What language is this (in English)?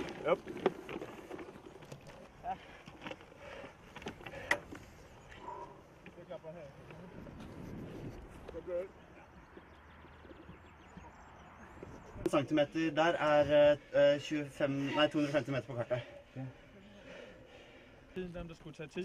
Danish